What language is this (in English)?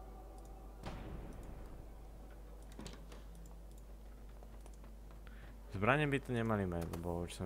Slovak